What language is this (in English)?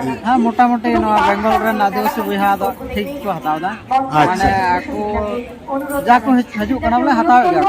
Santali